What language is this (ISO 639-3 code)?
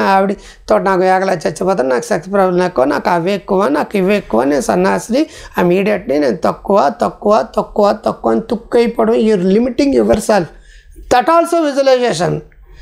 tel